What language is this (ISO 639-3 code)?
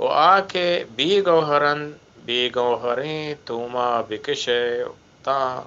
bgp